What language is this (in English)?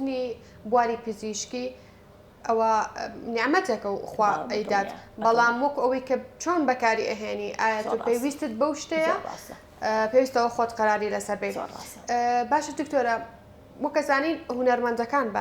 Central Kurdish